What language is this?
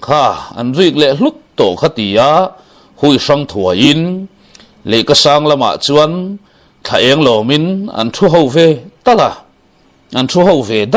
Mizo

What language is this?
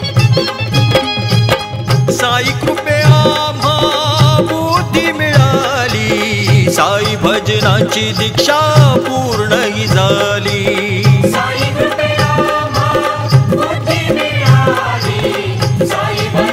Marathi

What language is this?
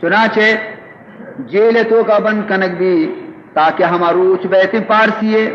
Baluchi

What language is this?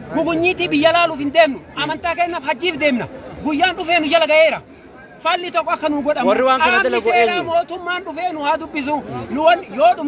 Oromo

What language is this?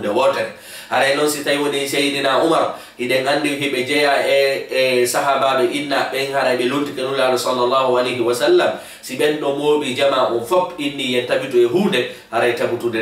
Fula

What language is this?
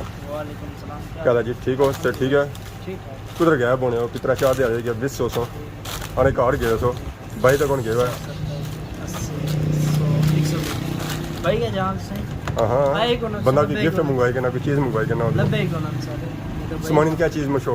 Pahari-Potwari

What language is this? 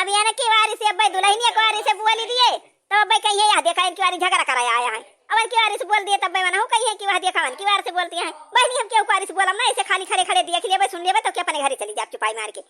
Awadhi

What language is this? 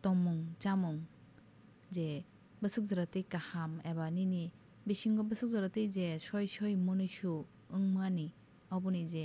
Kok Borok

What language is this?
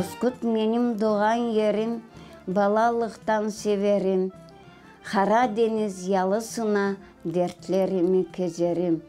Crimean Tatar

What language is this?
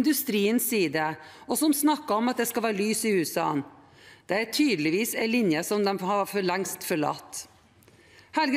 Norwegian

